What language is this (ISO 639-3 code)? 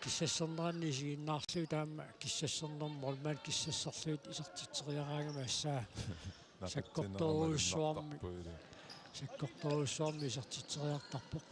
kal